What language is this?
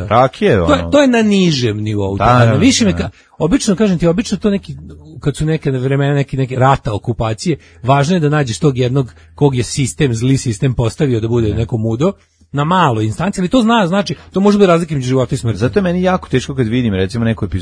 Serbian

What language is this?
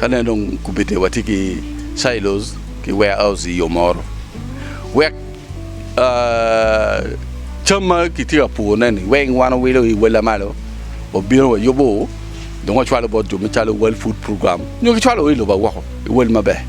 Acoli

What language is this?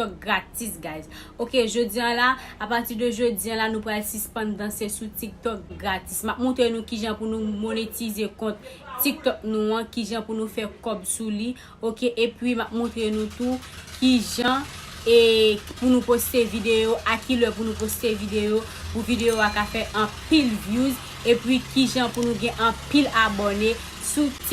Haitian Creole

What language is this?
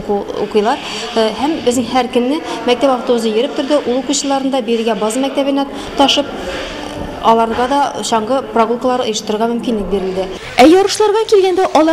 Tatar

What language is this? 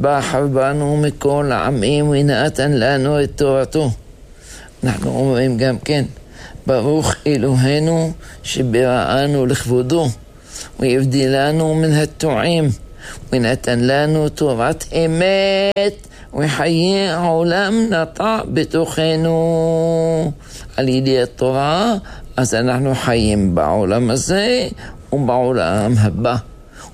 Hebrew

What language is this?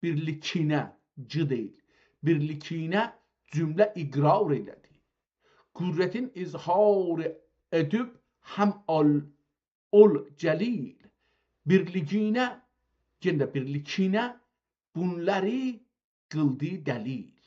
South Azerbaijani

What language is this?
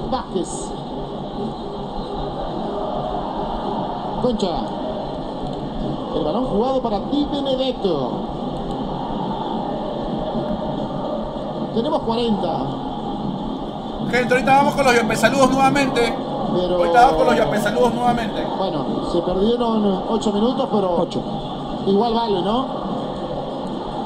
Spanish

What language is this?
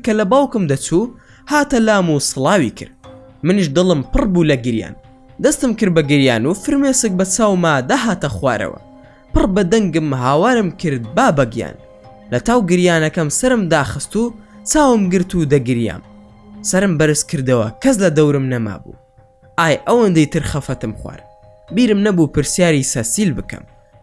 Central Kurdish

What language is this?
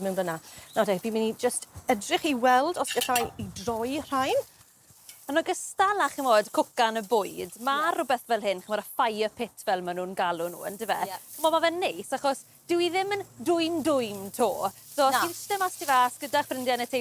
Welsh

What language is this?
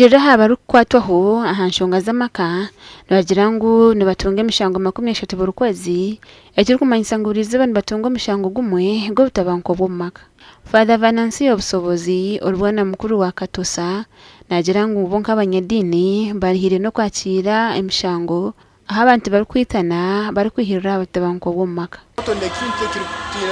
Nyankole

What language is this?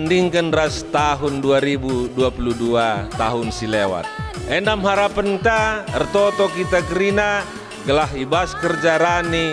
Batak Karo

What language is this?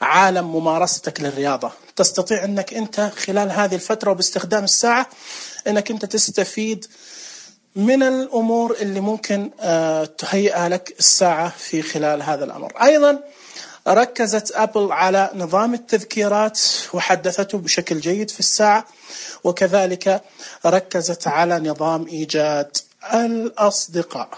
Najdi Arabic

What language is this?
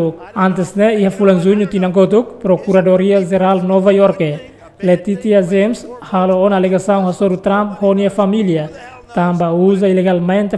Tetum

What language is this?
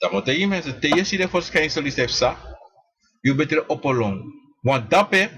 Sranan Tongo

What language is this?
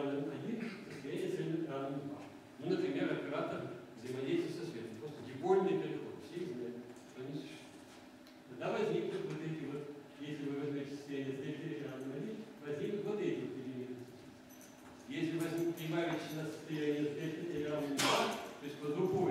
Russian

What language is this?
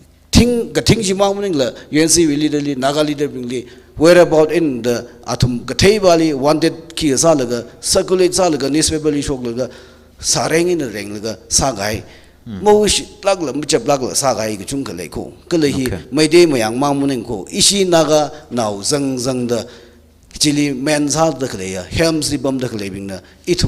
Tangkhul Naga (India)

